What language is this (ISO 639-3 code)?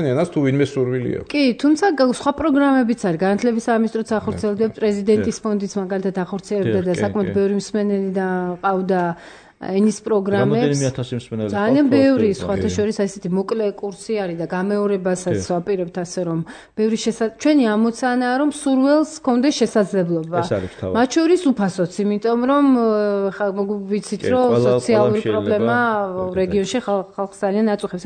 kat